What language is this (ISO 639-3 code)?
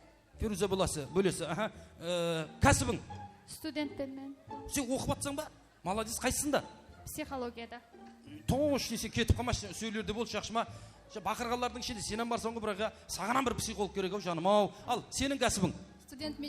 kaa